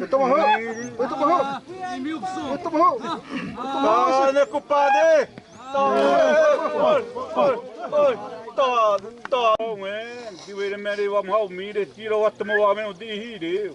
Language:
Xavánte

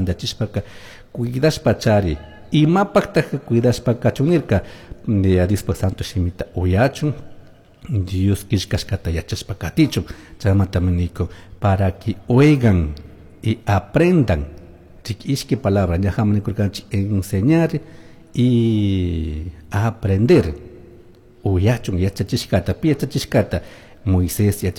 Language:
Chimborazo Highland Quichua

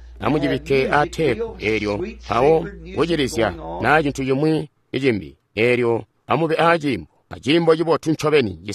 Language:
Tonga (Zambia)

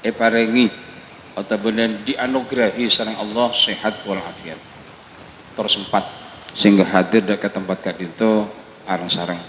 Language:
Madurese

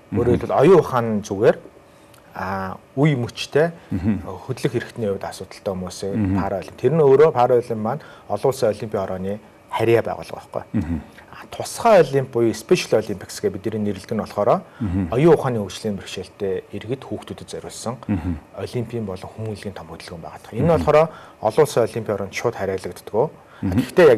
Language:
Mongolian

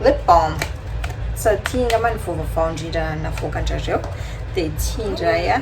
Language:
Malagasy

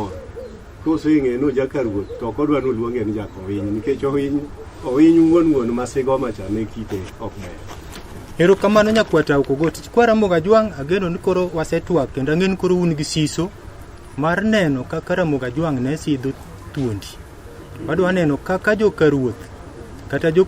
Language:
Luo (Kenya and Tanzania)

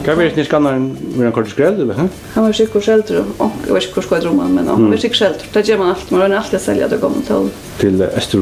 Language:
Faroese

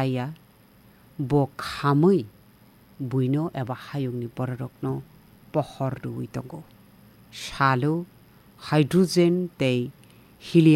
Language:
Kok Borok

